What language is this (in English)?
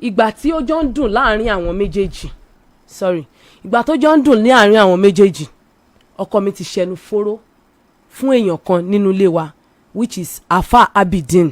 Yoruba